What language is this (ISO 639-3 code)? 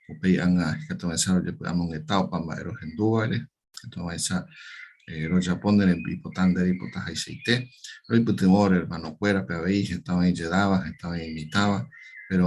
grn